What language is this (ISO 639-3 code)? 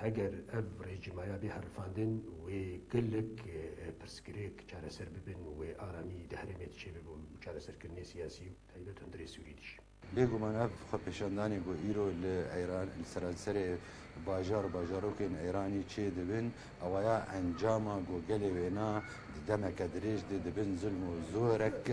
kur